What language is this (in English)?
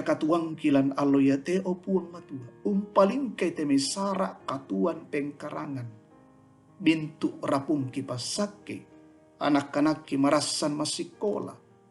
Toraja-Sa'dan